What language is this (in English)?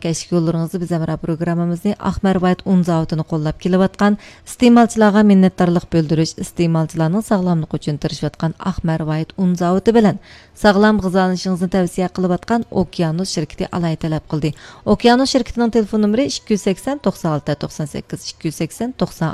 Uyghur